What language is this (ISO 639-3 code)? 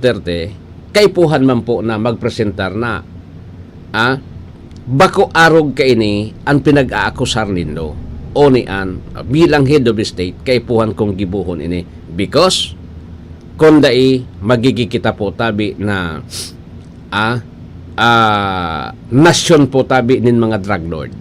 bik